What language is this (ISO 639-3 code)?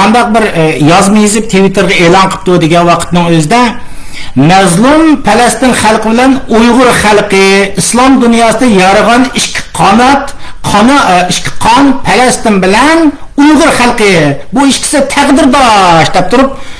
uig